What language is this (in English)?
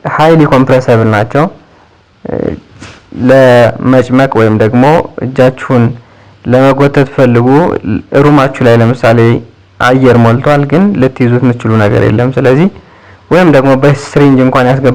Amharic